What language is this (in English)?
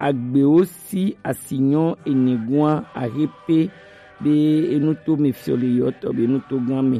Gen